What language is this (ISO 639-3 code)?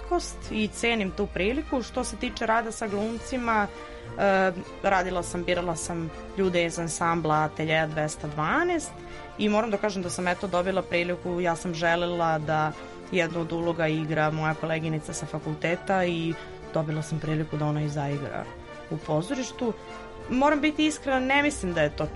srp